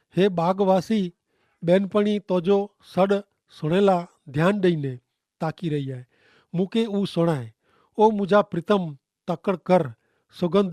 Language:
Kachhi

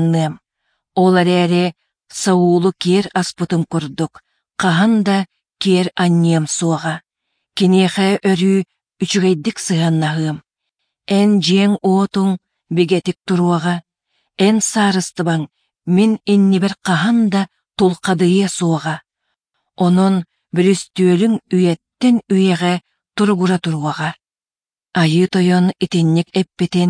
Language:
Yakut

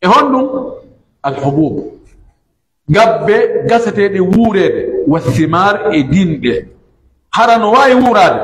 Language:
Pular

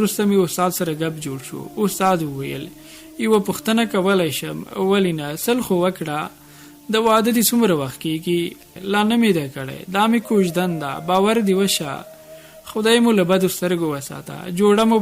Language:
Pashto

